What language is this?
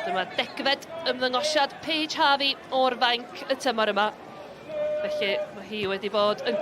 Welsh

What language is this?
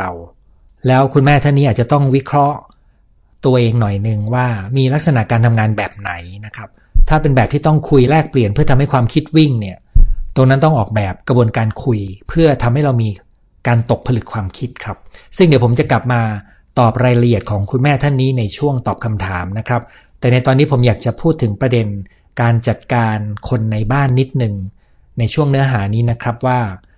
Thai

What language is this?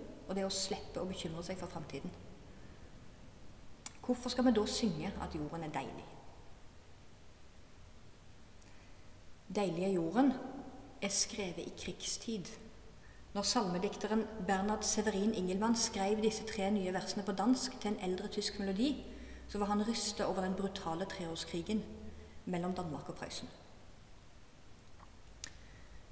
Norwegian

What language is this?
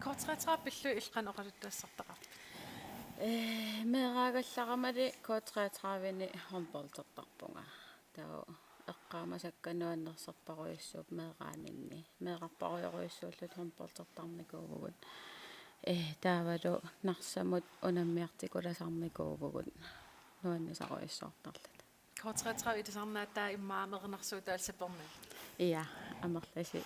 Kalaallisut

